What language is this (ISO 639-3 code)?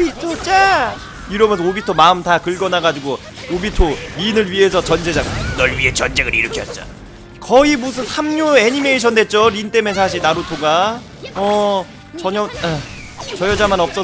kor